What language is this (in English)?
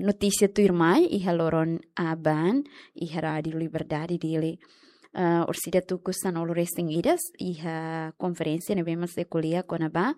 Tetum